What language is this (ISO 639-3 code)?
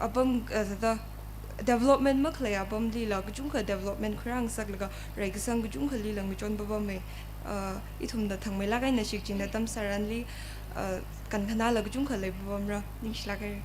nmf